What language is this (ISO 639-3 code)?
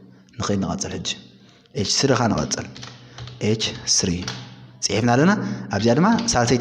tir